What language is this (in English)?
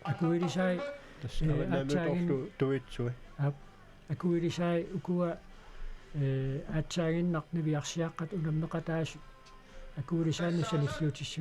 Kalaallisut